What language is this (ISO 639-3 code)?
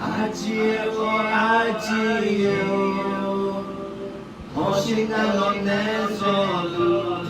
ahk